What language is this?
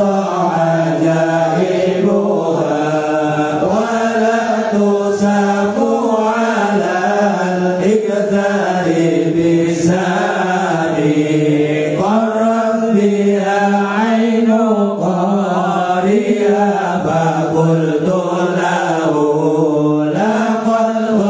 Arabic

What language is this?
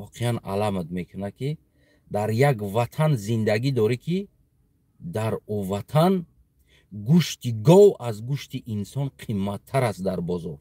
Tajik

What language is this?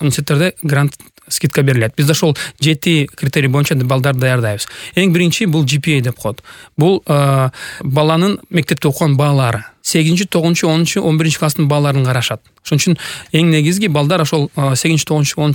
Kyrgyz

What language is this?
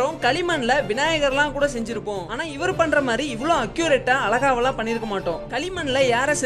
Tamil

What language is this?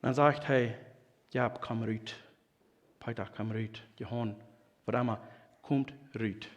Plautdietsch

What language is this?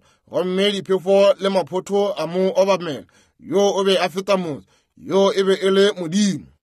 Northern Sotho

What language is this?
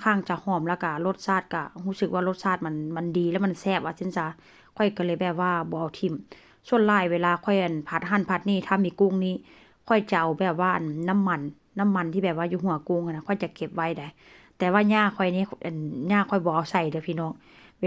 Northeastern Thai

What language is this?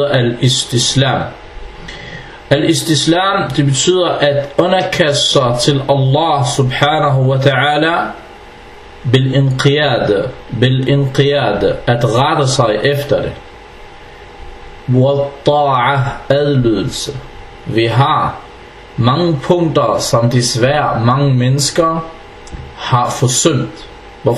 Danish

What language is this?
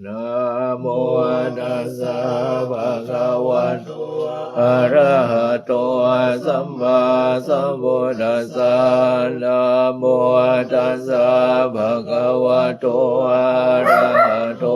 Pali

